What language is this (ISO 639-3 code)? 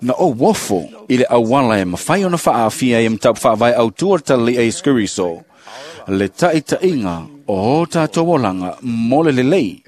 smo